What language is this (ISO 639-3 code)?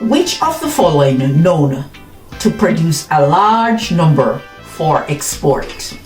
jam